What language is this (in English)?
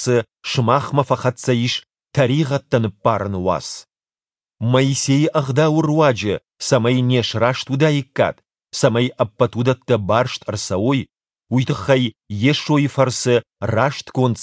Ossetic